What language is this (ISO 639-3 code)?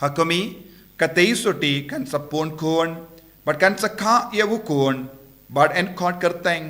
kha